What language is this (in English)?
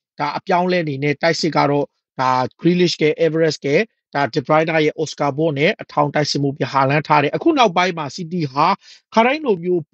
Burmese